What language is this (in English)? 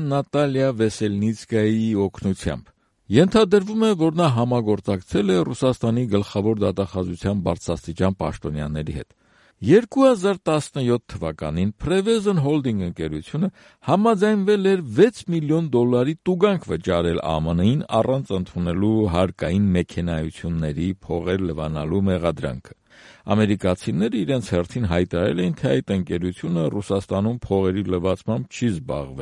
Armenian